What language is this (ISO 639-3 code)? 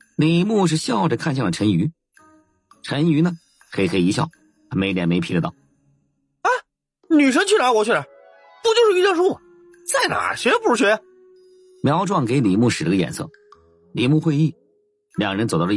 zho